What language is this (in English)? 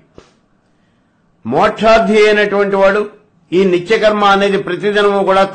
Telugu